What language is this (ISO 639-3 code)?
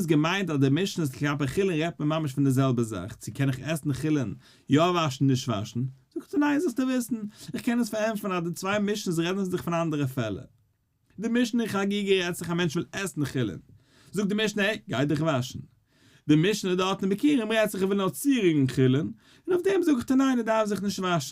yid